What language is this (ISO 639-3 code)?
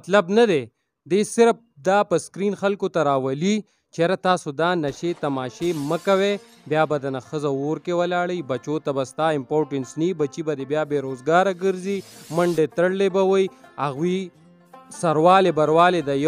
pus